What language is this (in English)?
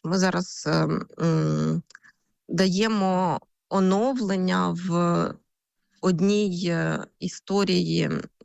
Ukrainian